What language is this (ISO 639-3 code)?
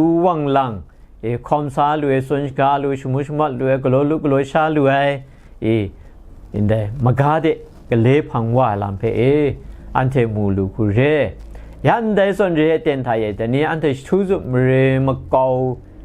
kac